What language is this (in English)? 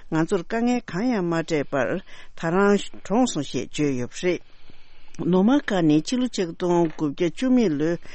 Tibetan